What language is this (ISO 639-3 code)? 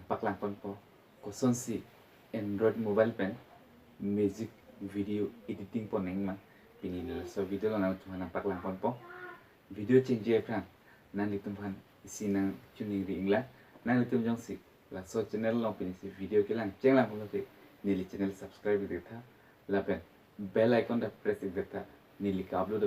mjw